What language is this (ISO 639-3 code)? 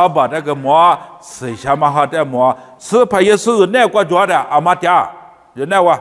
lis